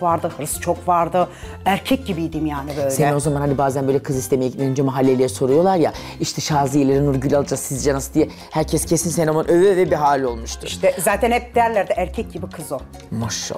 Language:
Turkish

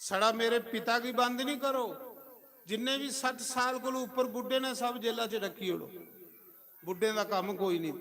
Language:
Dogri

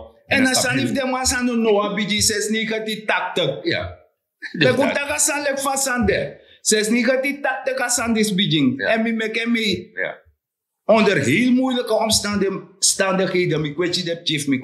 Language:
Sranan Tongo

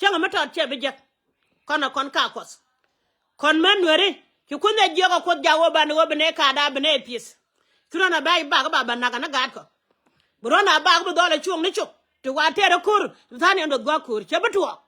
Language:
Nuer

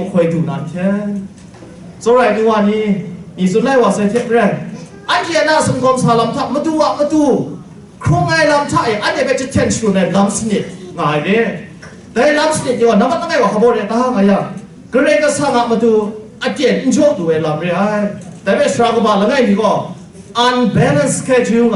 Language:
Kachin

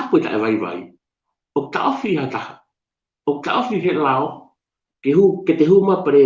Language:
Tongan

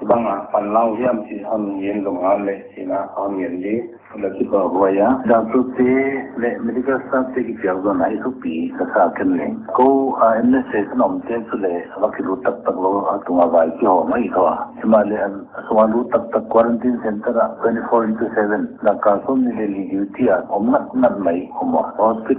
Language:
Paite Chin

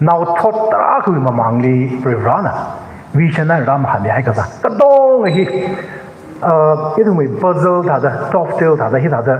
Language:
Tangkhul Naga (India)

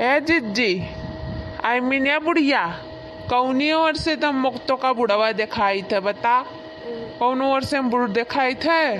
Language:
Awadhi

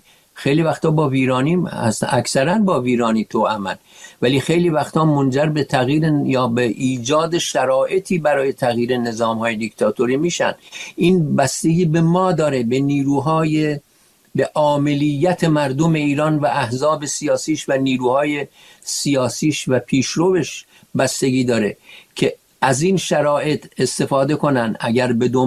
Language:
Persian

